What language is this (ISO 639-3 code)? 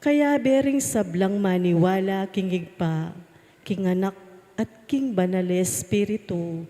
pam